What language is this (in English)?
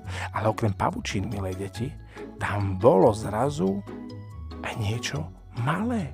Slovak